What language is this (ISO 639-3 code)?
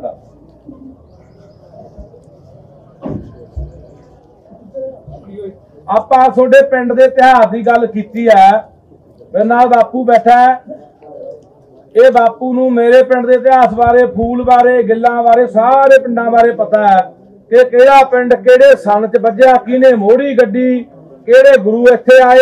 pan